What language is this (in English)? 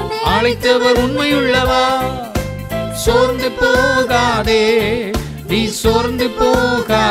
Tamil